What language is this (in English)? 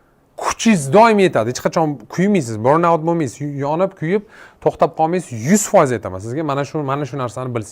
Uzbek